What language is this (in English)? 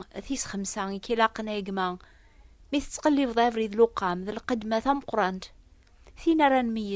Kabyle